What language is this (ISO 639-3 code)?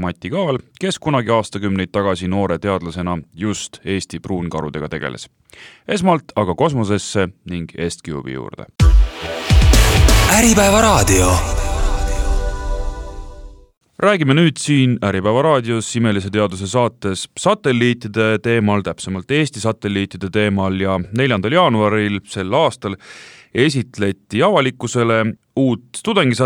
est